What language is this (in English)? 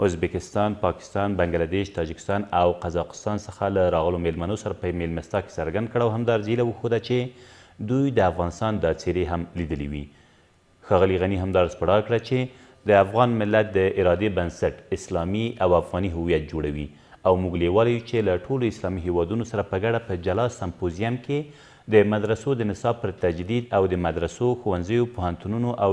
Pashto